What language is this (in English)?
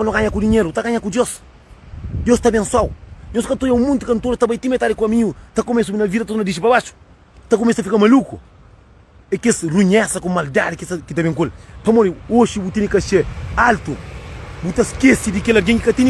Kabuverdianu